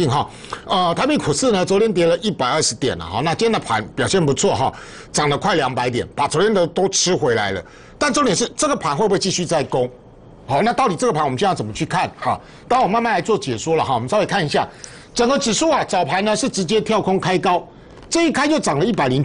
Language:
Chinese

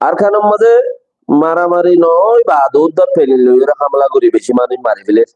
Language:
Rohingya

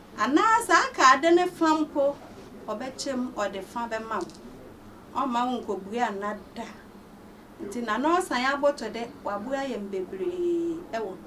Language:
Akan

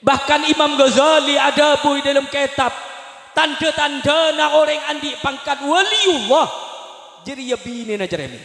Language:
Madurese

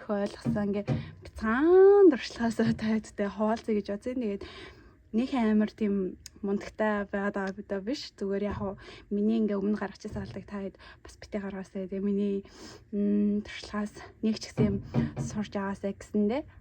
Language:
Mongolian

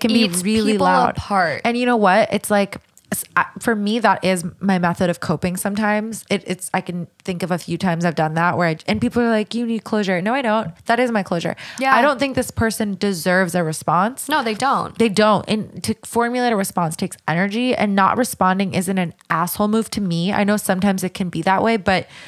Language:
English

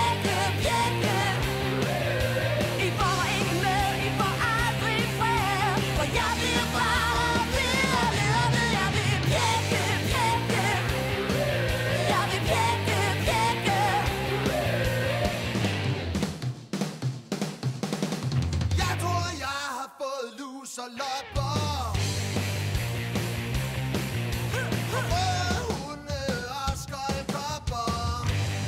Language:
Danish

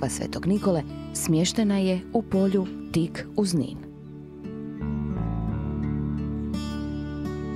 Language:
Croatian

